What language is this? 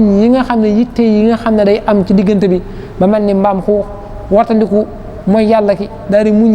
Wolof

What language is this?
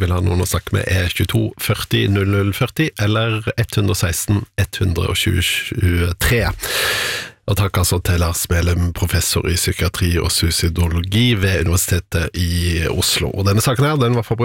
Norwegian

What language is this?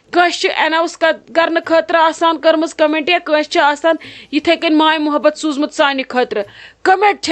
Kashmiri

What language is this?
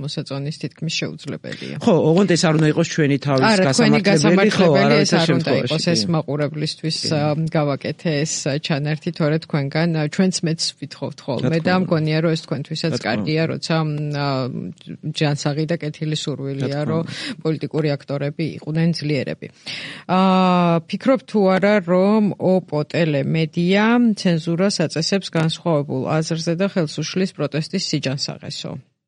Georgian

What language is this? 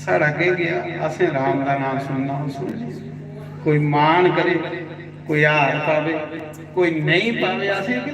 Dogri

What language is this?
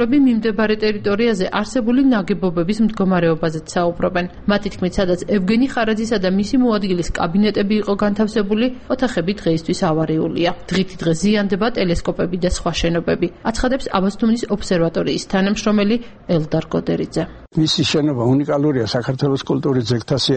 Georgian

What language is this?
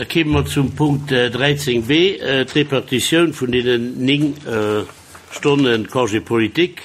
Luxembourgish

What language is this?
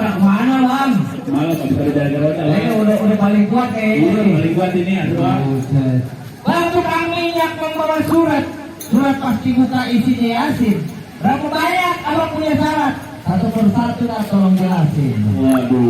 Betawi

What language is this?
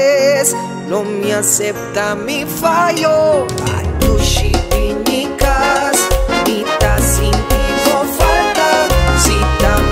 Papiamento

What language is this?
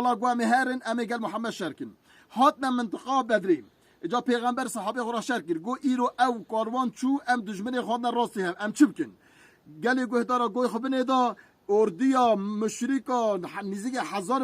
Kurdish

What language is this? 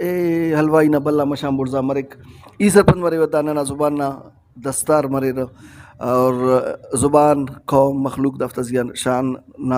Brahui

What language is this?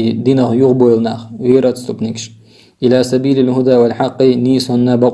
Chechen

